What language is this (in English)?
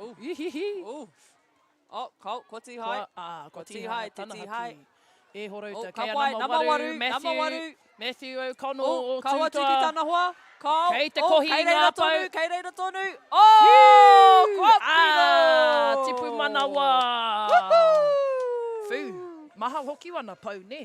Māori